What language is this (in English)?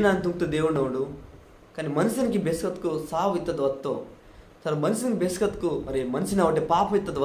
Koya